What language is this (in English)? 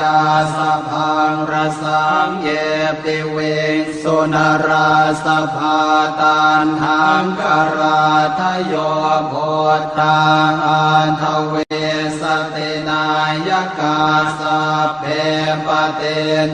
Pali